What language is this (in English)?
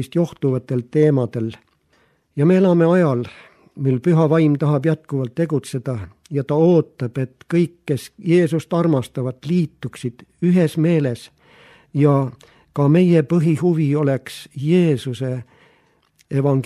Estonian